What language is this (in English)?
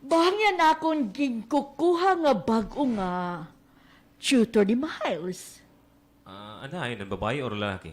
Waray